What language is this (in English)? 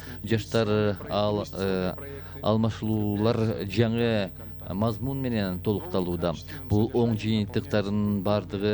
Kyrgyz